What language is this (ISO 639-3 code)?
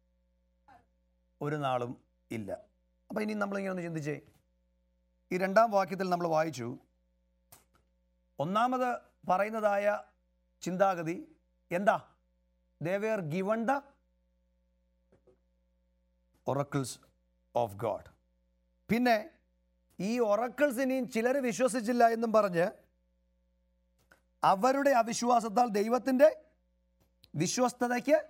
mal